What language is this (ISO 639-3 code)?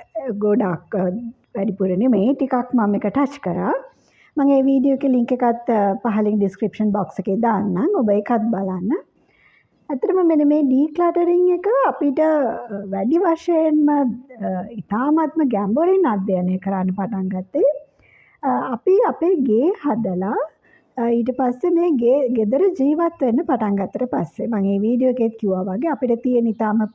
sin